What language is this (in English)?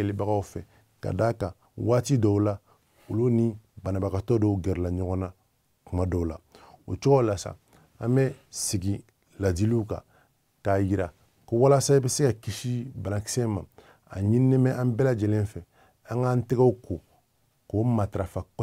Bambara